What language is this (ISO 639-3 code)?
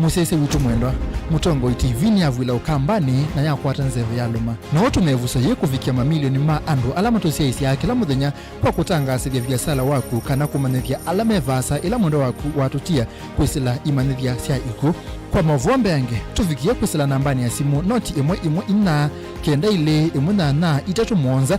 kam